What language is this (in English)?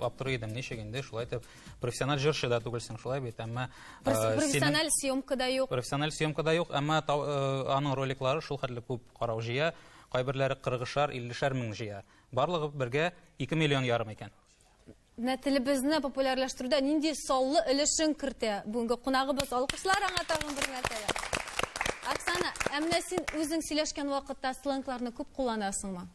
Tatar